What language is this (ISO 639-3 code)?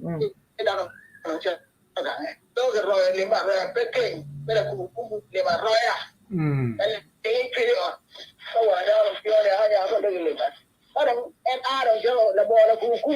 ach